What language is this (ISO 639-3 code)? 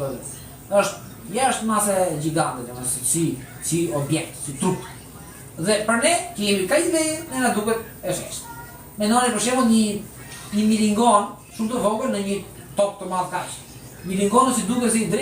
sqi